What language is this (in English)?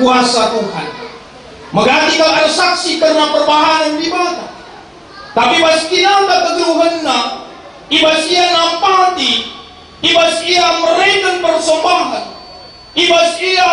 Batak Karo